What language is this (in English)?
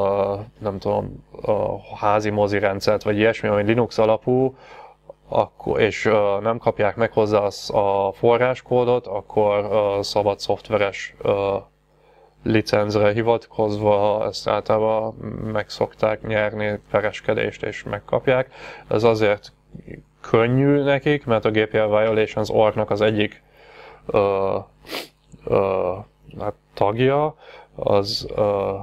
Hungarian